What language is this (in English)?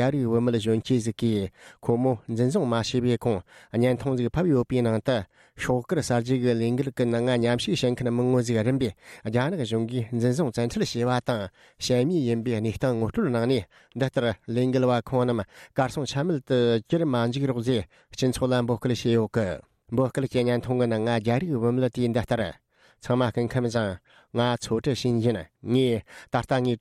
Tibetan